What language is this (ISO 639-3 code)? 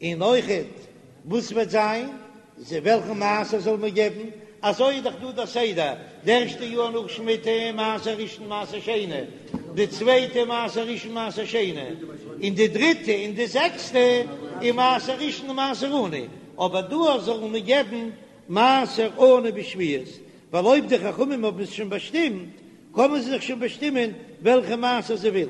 yid